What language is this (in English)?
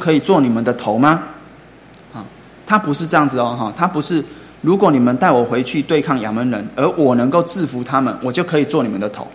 Chinese